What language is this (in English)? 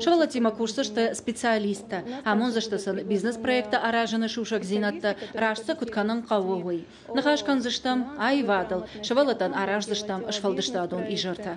Ossetic